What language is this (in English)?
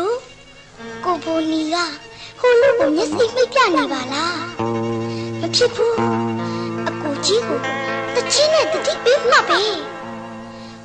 Burmese